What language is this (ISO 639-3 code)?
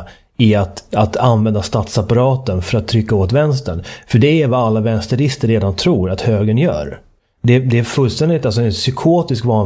swe